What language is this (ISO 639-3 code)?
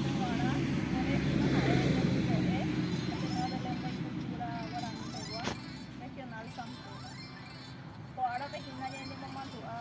grn